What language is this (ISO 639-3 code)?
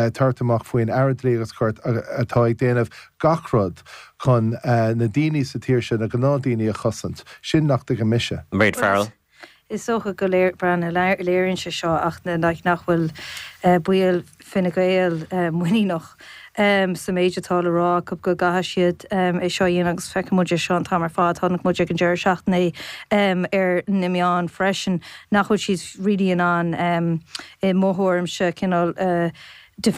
gle